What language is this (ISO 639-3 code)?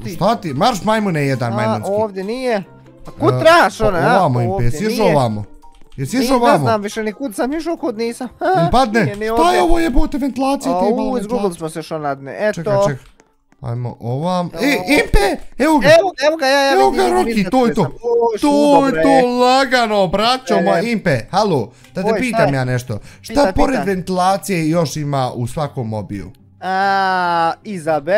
bos